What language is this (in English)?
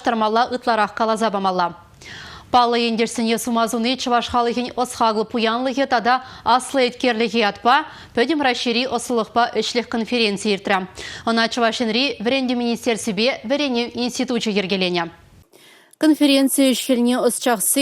Chuvash